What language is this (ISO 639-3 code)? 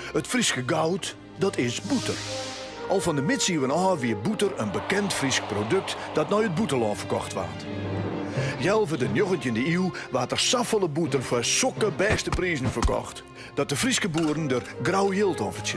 fry